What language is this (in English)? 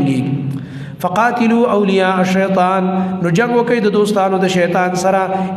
Pashto